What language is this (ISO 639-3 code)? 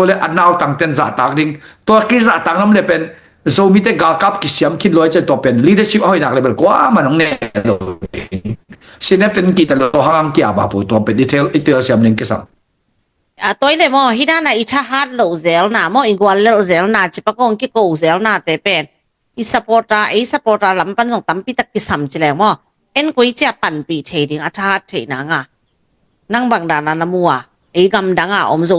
ctd